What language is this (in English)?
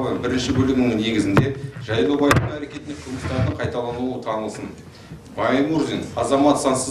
Kazakh